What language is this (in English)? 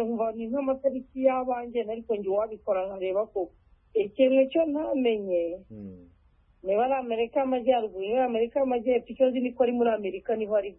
Kinyarwanda